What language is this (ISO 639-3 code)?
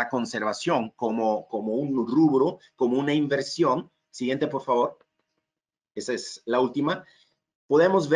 spa